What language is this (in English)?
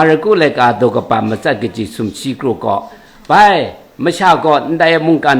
Kachin